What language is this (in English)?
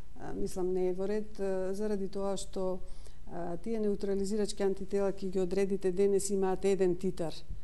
Macedonian